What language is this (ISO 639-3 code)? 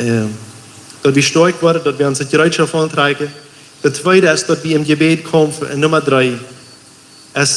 pdt